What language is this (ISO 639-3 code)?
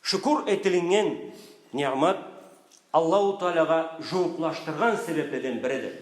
krc